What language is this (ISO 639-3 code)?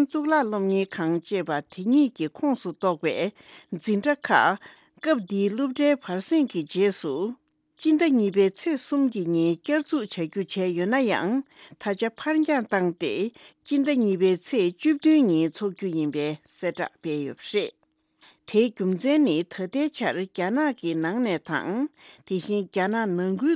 bod